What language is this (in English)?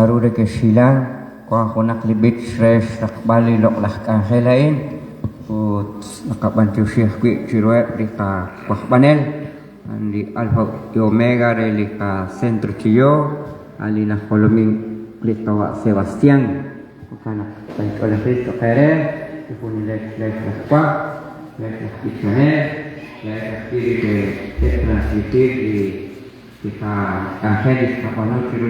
Kekchí